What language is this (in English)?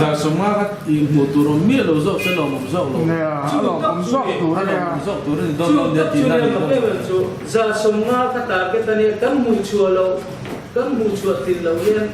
Mizo